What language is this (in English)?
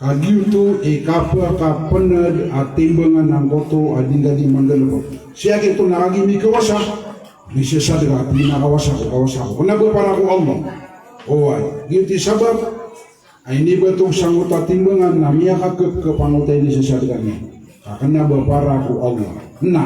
Maranao